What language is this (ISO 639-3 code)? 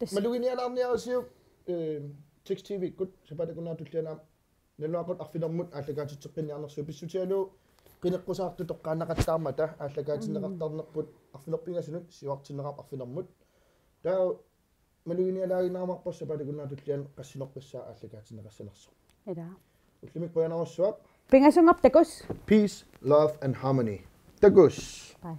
kal